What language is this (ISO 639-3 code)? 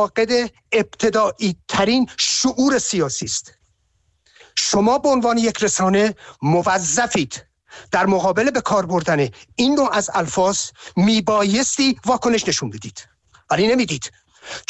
fas